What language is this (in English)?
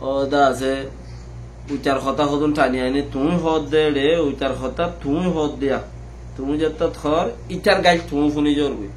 Rohingya